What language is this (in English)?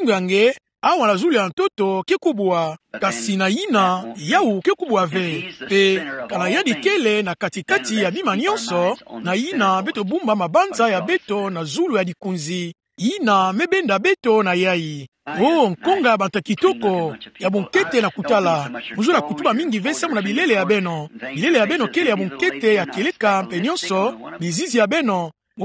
Kituba (Democratic Republic of Congo)